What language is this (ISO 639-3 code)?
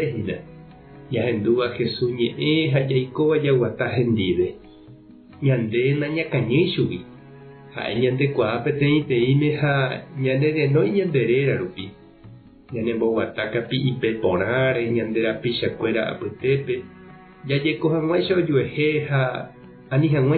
grn